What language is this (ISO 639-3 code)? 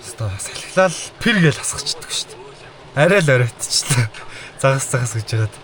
mon